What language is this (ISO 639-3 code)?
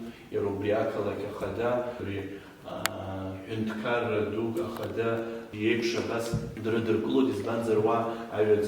abk